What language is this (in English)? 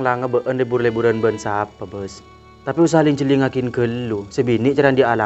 Madurese